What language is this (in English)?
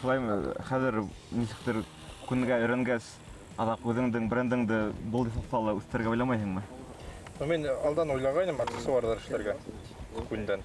Bashkir